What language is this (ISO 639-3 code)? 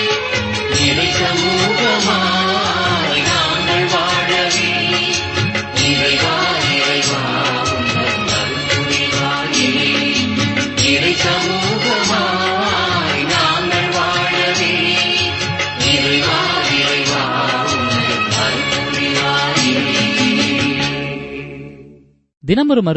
tam